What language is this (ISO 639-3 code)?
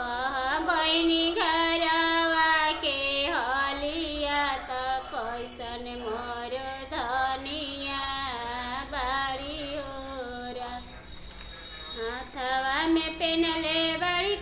bho